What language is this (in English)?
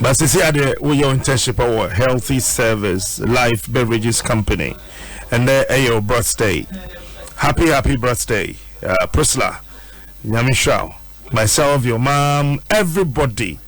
Akan